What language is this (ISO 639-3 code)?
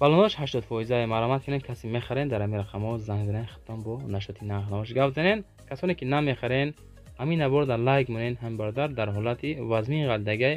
tgk